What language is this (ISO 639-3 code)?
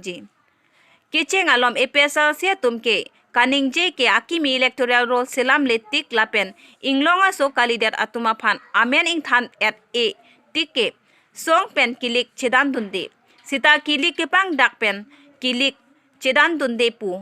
mjw